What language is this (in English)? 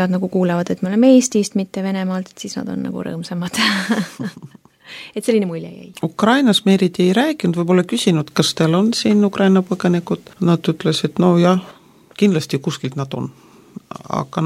Estonian